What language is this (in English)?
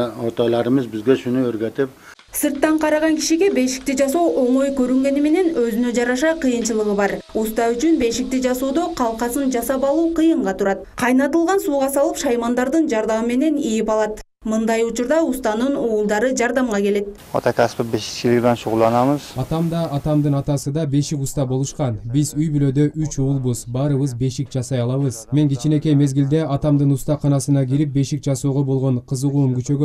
Kyrgyz